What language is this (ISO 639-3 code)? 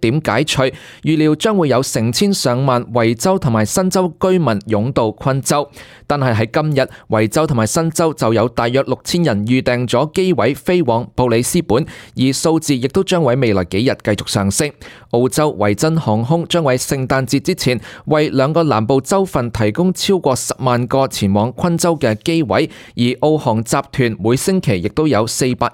yue